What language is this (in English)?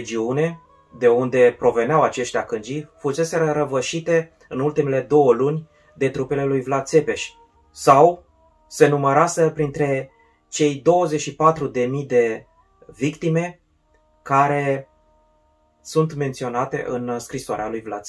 Romanian